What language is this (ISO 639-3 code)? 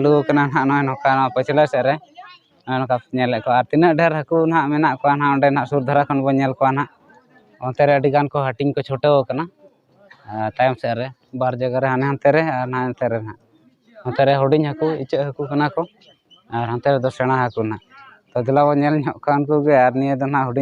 sat